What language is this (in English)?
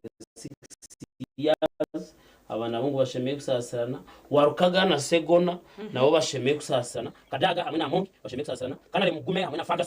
Nyankole